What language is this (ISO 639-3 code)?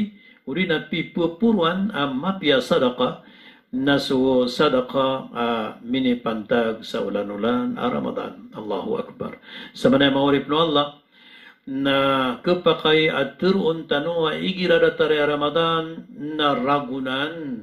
mrw